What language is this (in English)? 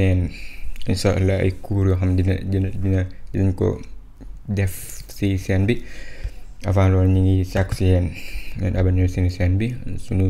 Wolof